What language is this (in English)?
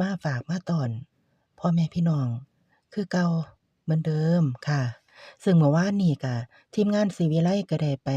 Lao